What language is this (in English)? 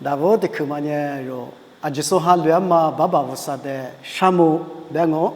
Lisu